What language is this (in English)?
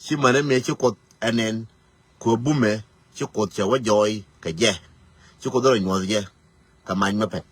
Nuer